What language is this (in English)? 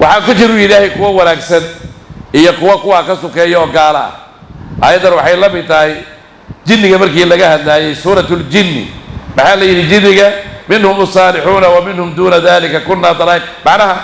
Somali